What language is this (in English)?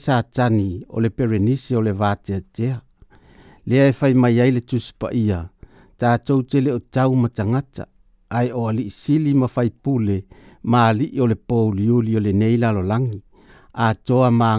Samoan